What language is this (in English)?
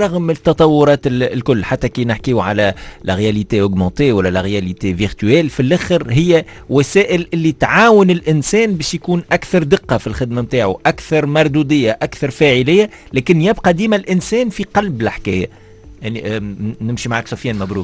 Tunisian Arabic